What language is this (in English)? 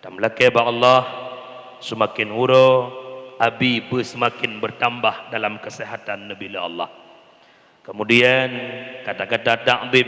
Achinese